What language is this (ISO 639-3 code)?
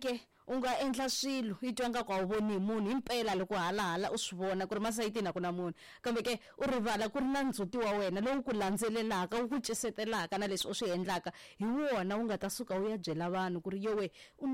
tso